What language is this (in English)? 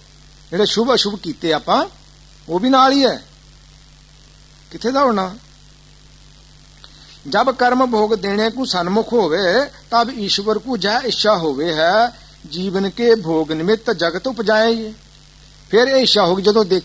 Punjabi